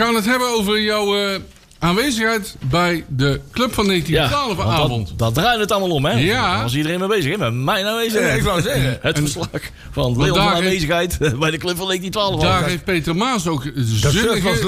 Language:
Dutch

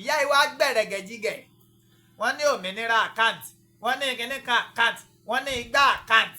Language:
Yoruba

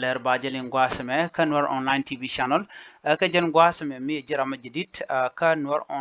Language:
Nuer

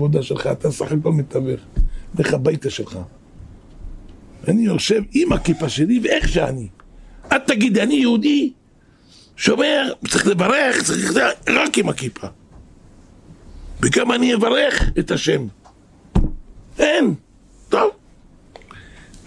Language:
Hebrew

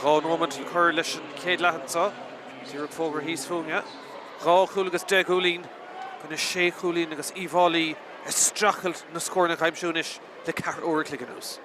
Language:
Irish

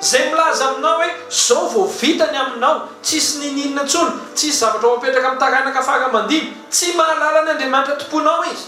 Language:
Malagasy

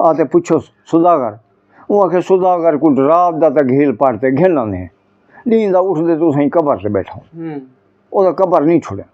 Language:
Saraiki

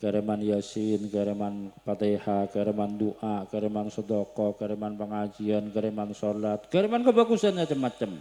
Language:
Madurese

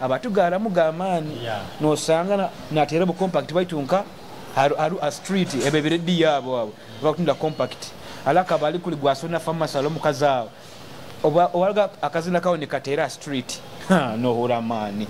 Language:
Nyoro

